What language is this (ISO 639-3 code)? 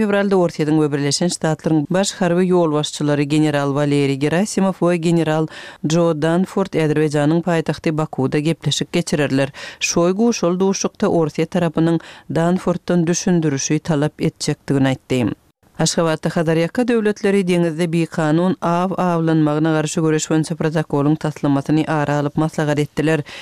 tuk